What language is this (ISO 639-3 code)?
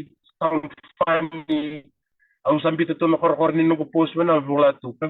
fij